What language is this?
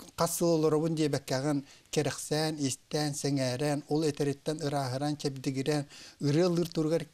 Yakut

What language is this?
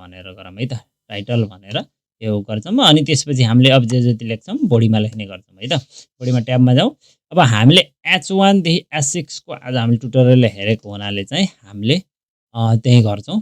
Nepali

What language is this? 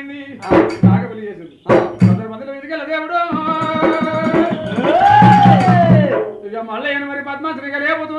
Telugu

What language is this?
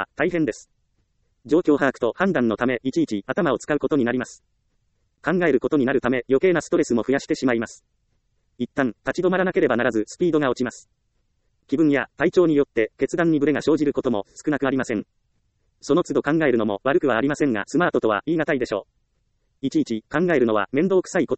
Japanese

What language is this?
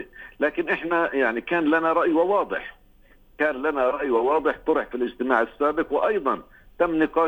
Arabic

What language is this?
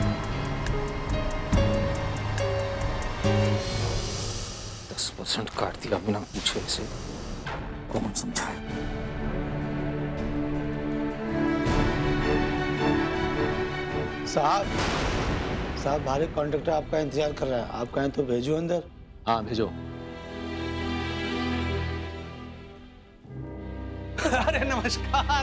Hindi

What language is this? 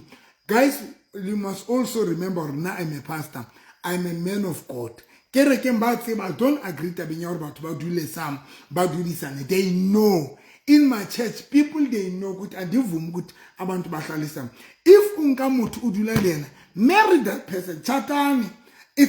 Southern Sotho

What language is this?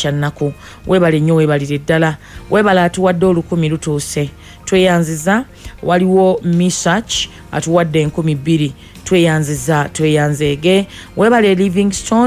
Ganda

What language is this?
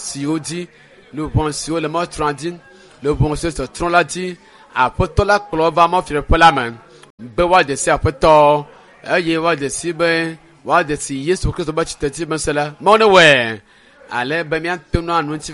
Ewe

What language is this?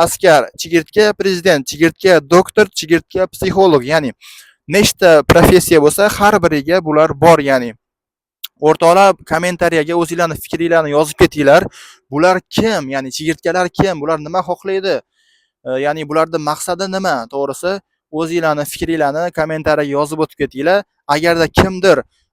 Uzbek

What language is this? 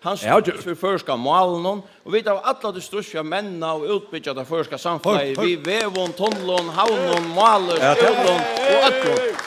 Faroese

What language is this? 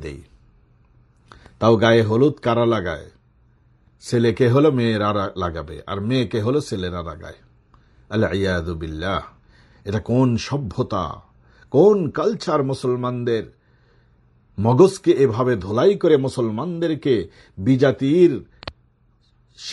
Bangla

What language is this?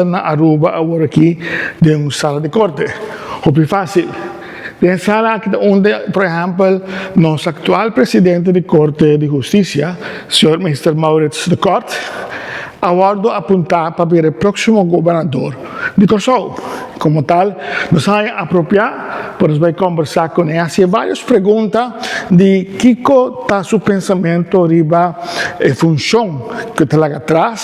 Papiamento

